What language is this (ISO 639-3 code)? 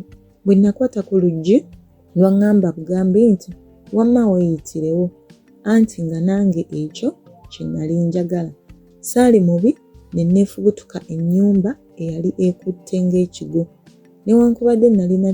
lug